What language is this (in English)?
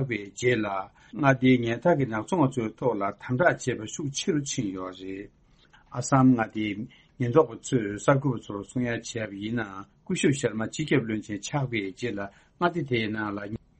Tibetan